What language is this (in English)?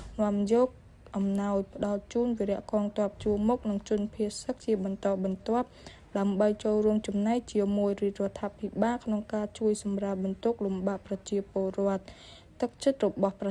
Khmer